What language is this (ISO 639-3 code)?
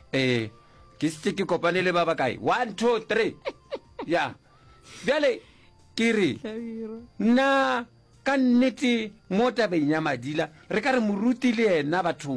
nso